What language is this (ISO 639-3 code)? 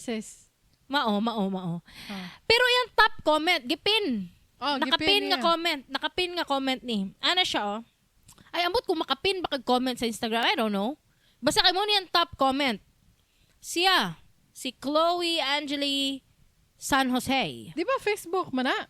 ceb